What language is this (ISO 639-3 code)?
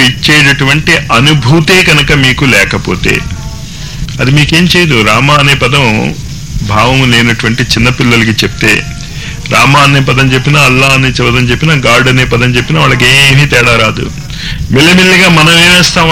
tel